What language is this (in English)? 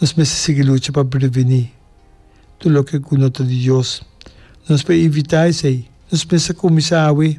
Papiamento